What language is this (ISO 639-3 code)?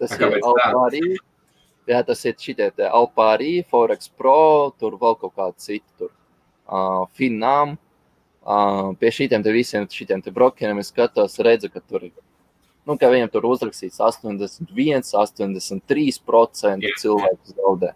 lav